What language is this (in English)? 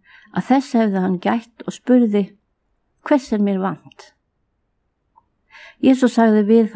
Icelandic